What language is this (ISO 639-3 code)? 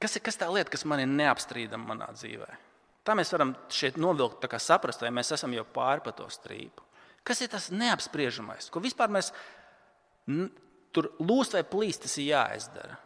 lav